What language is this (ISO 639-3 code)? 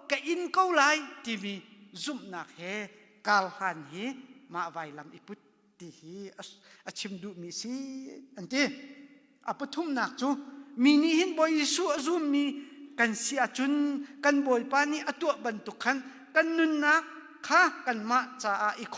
cnh